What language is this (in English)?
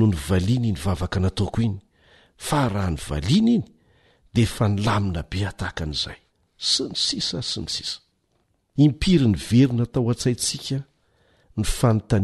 Malagasy